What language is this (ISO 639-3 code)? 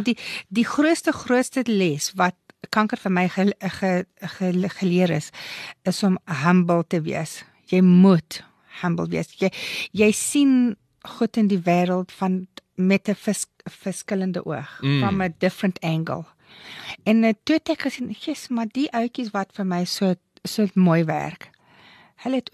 afr